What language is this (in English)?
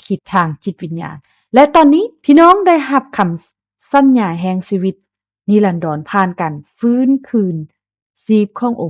Lao